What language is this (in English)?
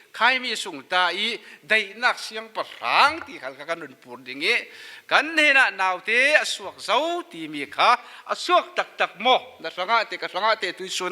Falam Chin